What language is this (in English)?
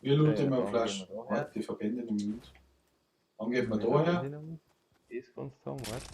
Bavarian